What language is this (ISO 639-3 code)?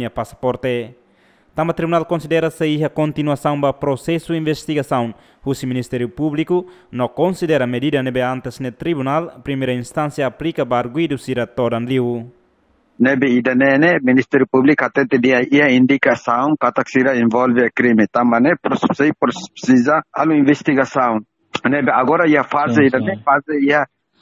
tet